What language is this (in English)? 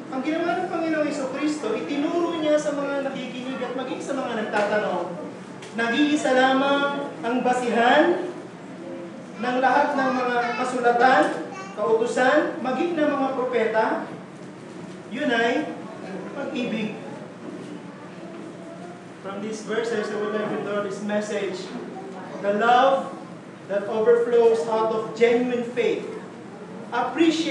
Filipino